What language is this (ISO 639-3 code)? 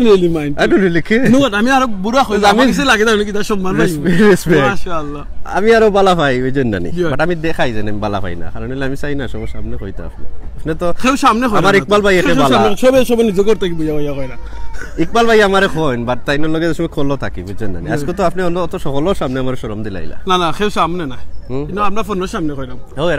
syl